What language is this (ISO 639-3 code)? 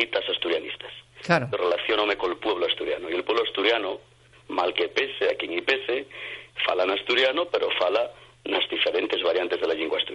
ast